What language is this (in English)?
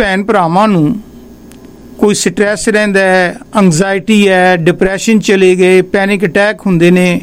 Punjabi